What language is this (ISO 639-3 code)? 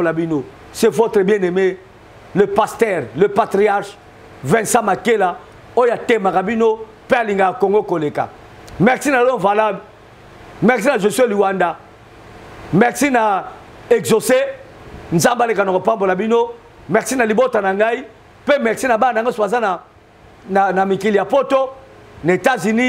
lin